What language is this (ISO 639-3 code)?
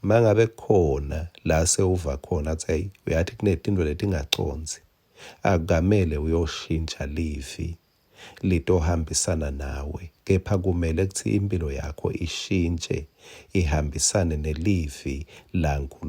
ssw